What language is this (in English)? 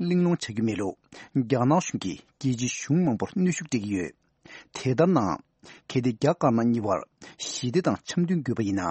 Tibetan